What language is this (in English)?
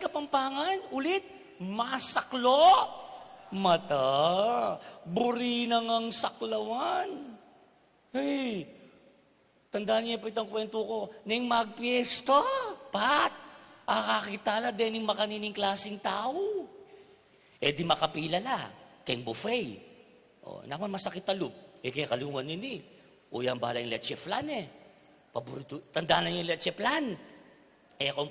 Pampanga